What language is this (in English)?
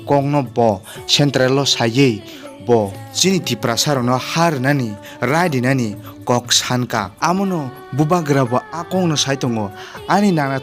Kok Borok